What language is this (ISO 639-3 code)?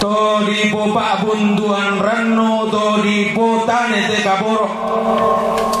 sda